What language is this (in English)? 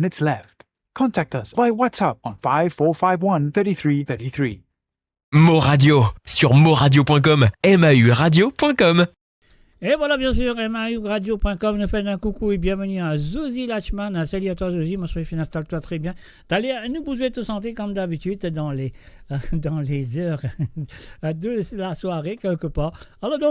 Morisyen